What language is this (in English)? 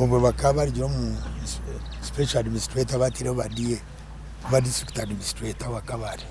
Nyankole